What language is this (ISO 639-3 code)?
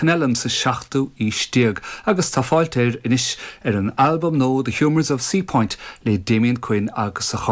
gle